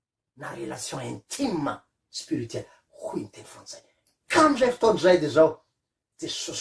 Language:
Malagasy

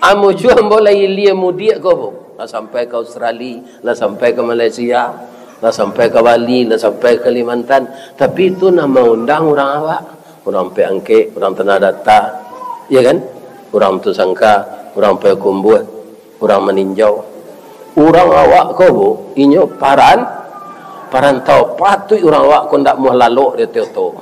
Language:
Minangkabau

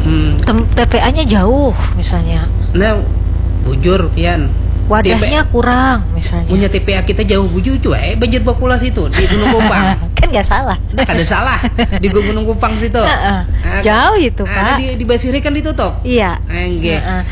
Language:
Banjar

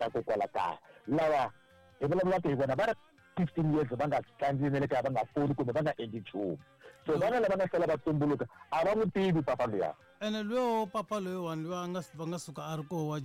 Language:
Tsonga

